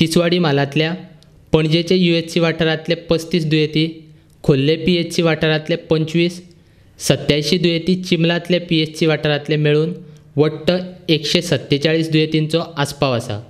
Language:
Konkani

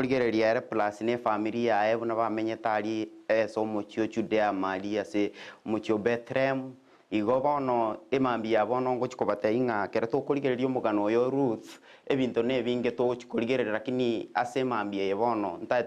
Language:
Gusii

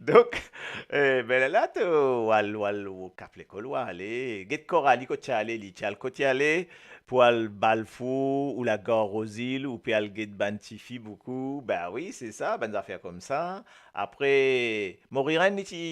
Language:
Morisyen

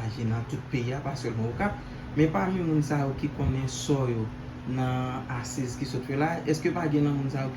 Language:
Haitian Creole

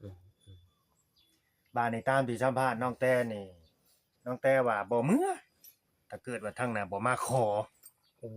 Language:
Northeastern Thai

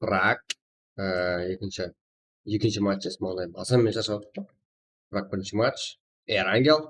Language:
Kara-Kalpak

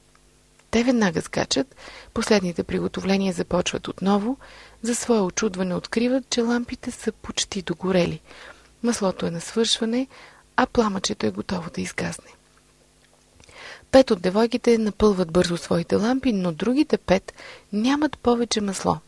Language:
Bulgarian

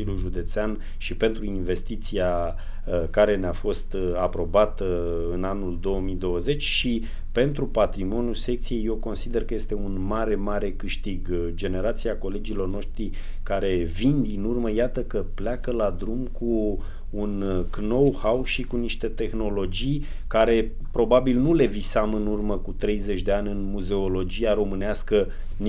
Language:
Romanian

